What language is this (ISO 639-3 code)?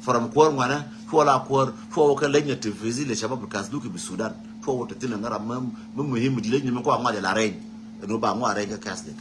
nus